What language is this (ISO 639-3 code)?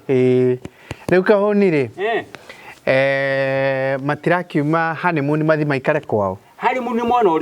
kik